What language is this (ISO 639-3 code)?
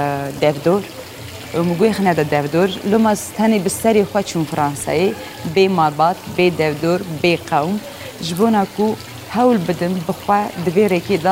kur